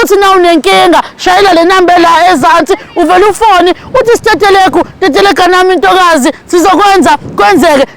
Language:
Zulu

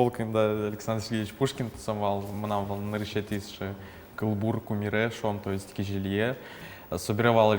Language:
Udmurt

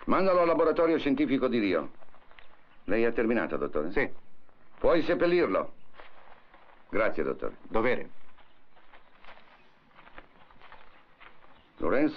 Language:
Italian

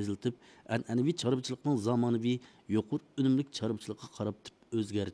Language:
Uyghur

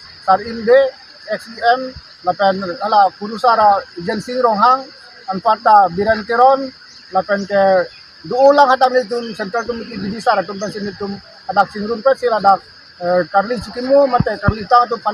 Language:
Karbi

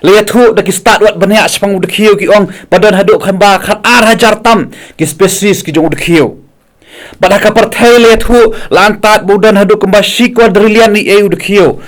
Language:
Khasi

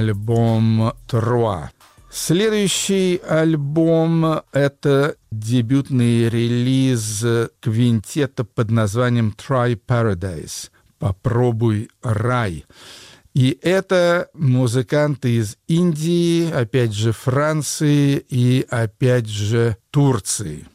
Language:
Russian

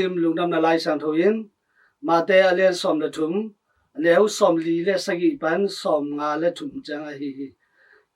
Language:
Tedim Chin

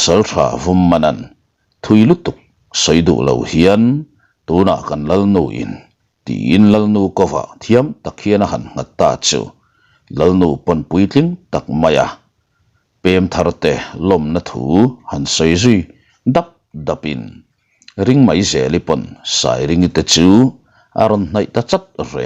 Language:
Mizo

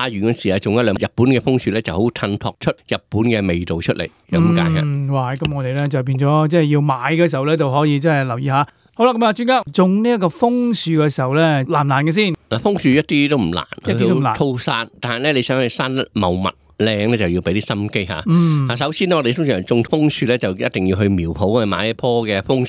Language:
Cantonese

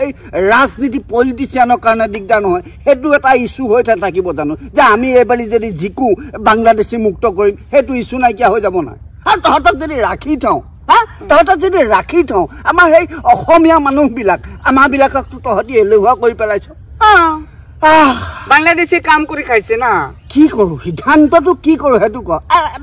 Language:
Assamese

